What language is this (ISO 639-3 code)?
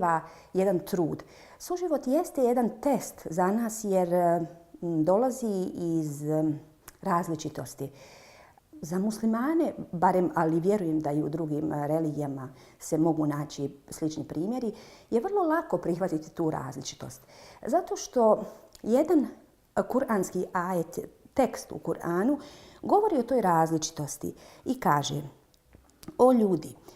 bos